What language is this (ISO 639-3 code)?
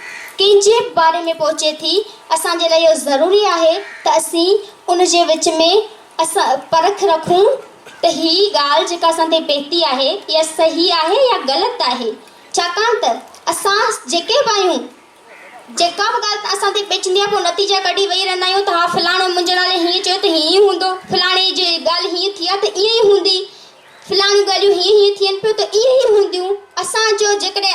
snd